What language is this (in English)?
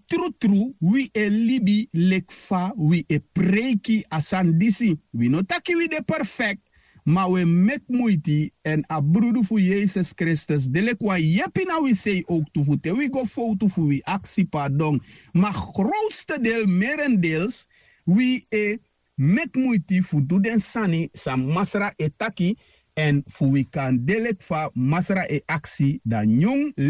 Sranan Tongo